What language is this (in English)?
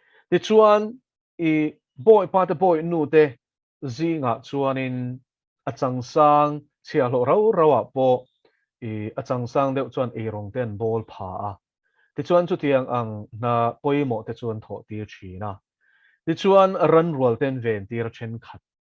Mizo